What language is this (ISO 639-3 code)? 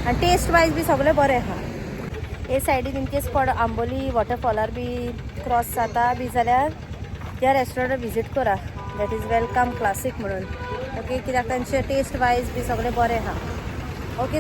kok